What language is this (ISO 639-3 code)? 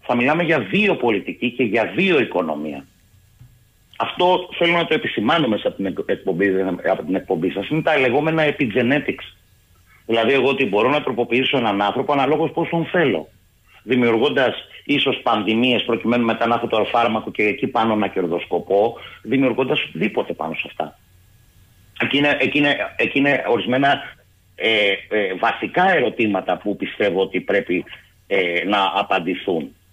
ell